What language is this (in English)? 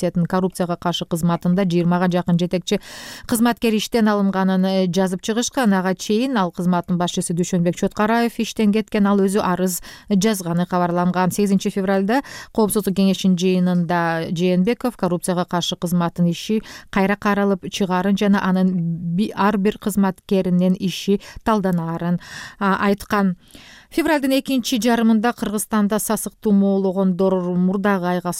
Kyrgyz